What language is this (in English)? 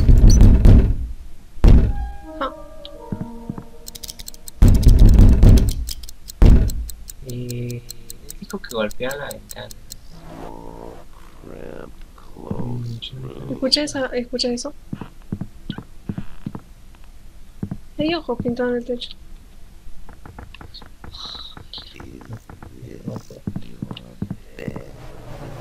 Spanish